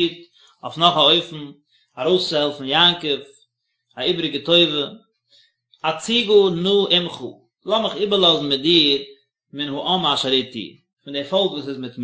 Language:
Yiddish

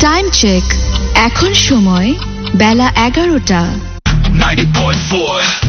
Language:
Bangla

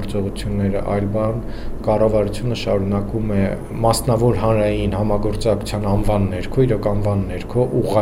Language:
Armenian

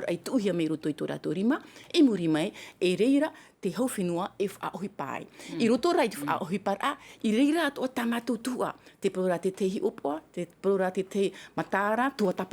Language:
Tahitian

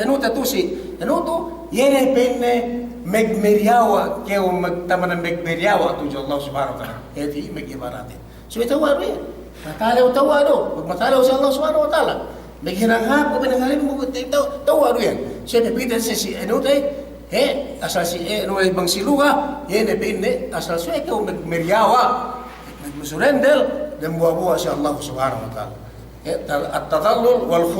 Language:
Yakan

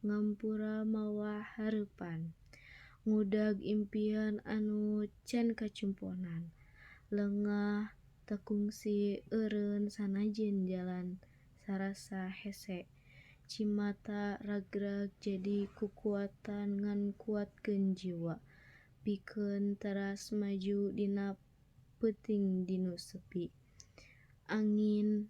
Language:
Sundanese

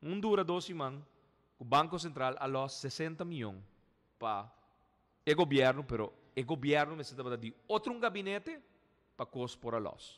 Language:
Papiamento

